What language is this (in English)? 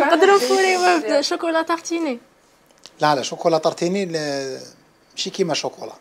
Algerian Arabic